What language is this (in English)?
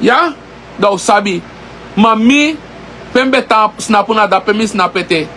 Sranan Tongo